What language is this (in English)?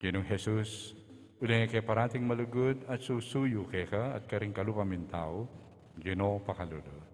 Pampanga